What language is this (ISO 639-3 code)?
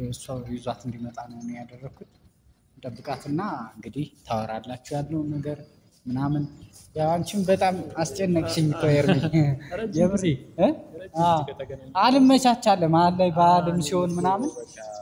amh